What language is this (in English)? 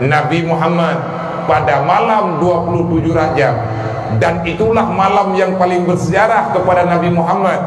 Achinese